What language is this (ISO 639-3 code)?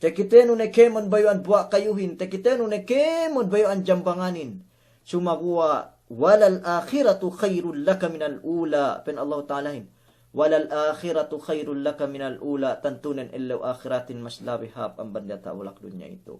yka